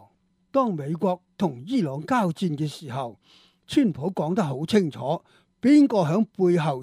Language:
Cantonese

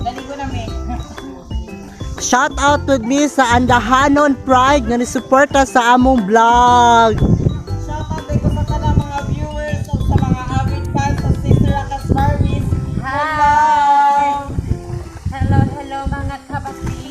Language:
Cebuano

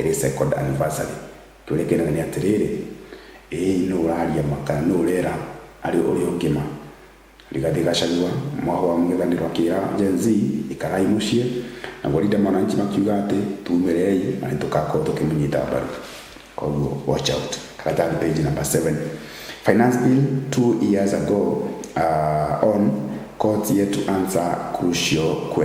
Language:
Kikuyu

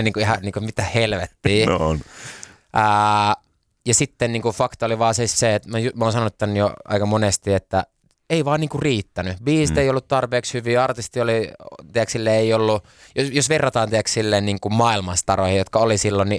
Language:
Finnish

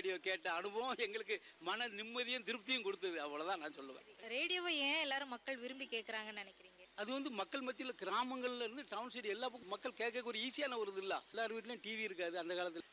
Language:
Tamil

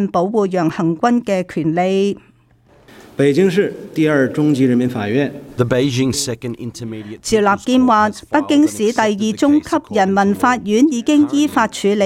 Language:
Cantonese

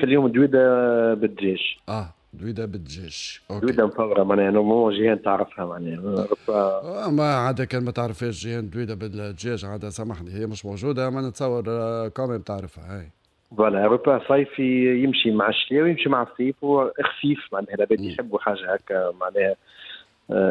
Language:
Tunisian Arabic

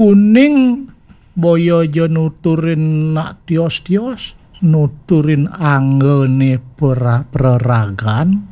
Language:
Balinese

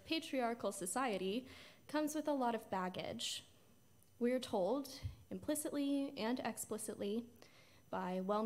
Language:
English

